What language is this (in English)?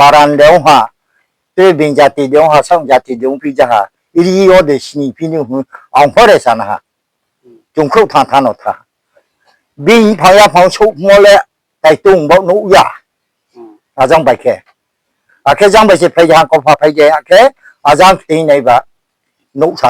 Riang (India)